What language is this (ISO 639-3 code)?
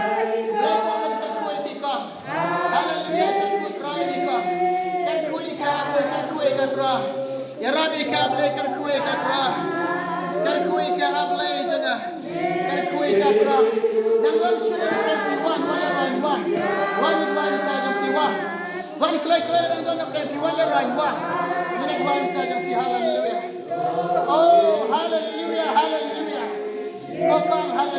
kha